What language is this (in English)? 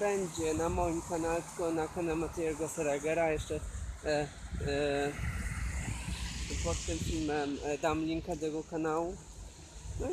Polish